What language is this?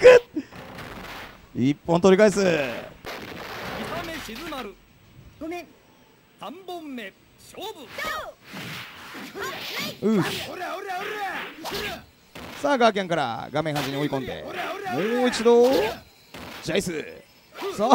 Japanese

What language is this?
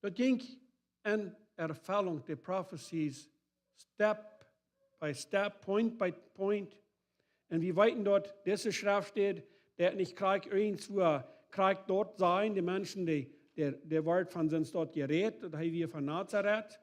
Plautdietsch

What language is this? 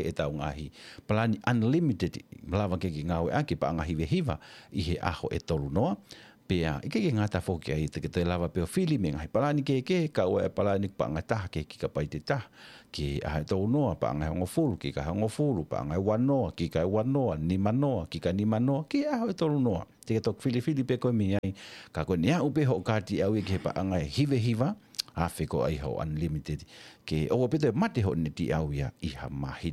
Tongan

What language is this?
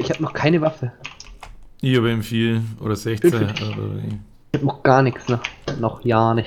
Bavarian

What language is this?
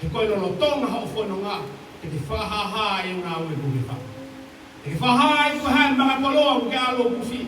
Tongan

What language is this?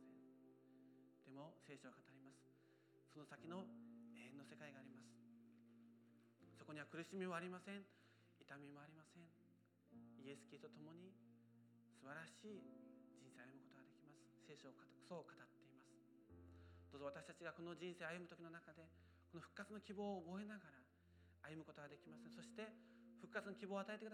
Japanese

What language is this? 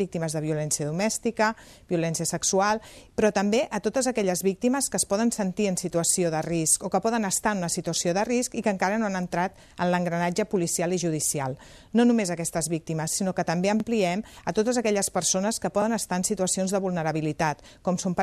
Catalan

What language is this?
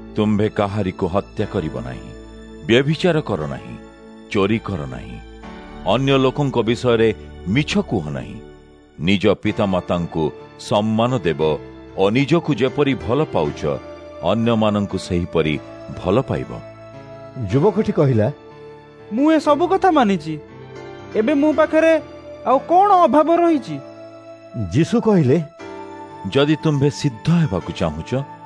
Odia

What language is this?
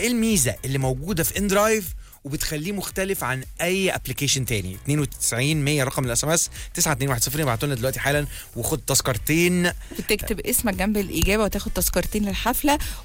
Egyptian Arabic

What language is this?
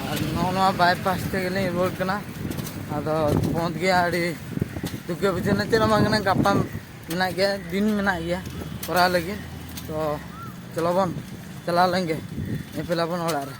Santali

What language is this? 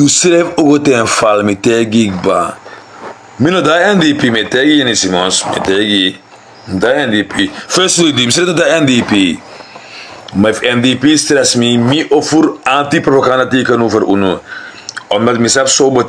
Sranan Tongo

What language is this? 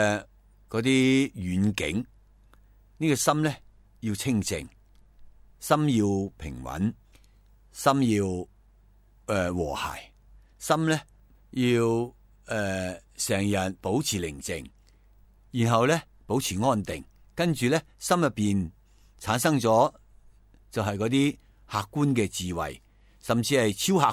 Cantonese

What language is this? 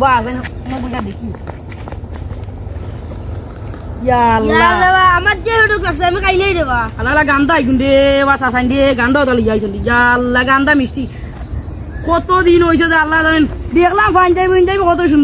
Sylheti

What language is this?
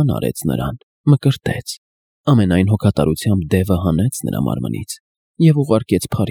Armenian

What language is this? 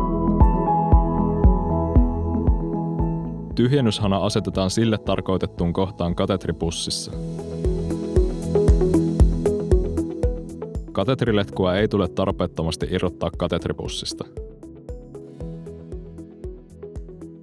Finnish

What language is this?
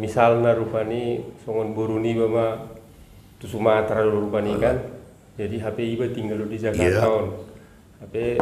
Batak Toba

